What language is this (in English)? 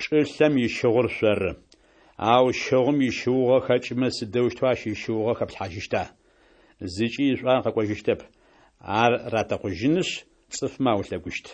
Kabardian